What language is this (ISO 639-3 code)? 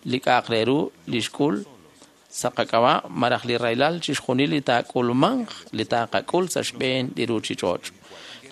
kek